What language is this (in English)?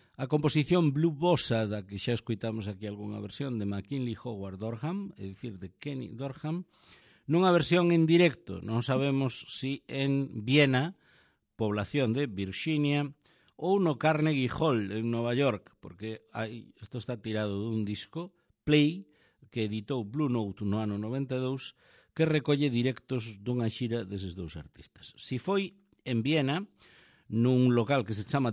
Galician